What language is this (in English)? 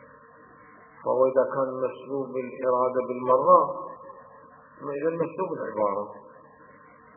Arabic